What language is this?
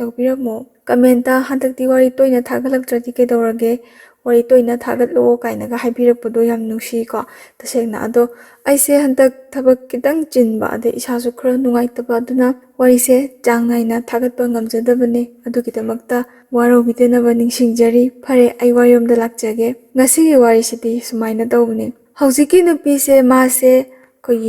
Manipuri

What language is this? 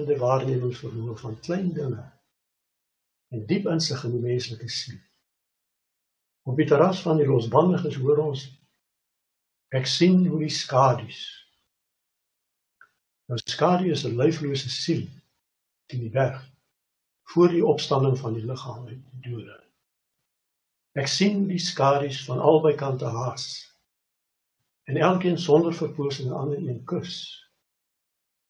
Afrikaans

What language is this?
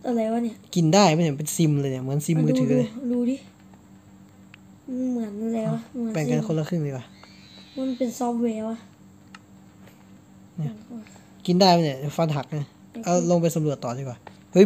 Thai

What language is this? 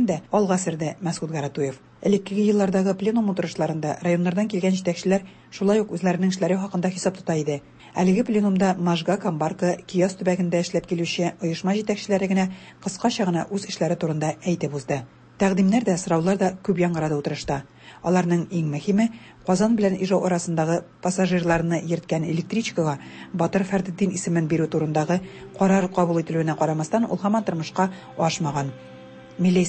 Tatar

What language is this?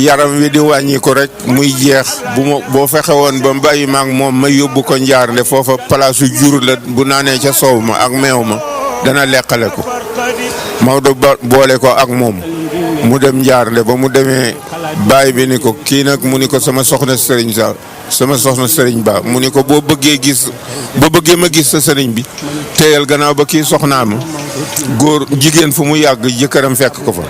Wolof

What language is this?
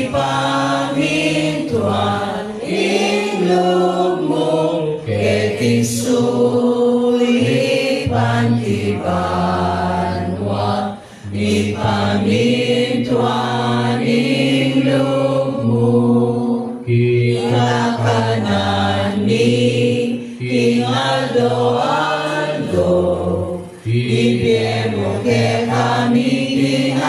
Pampanga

